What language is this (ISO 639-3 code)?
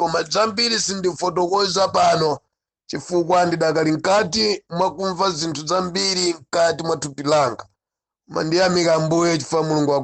nya